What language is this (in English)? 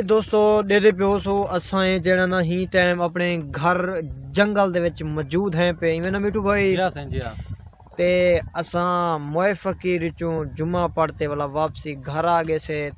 Saraiki